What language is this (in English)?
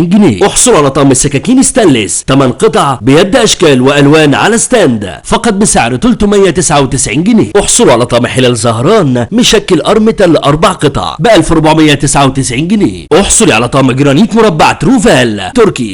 Egyptian Arabic